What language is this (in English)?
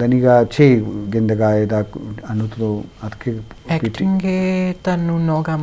Eastern Balochi